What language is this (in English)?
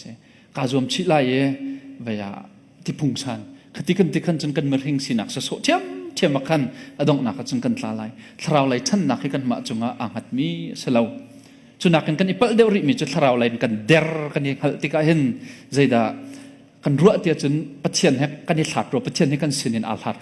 Hakha Chin